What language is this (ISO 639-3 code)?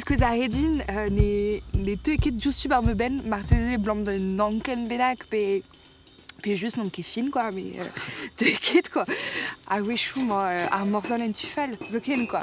bre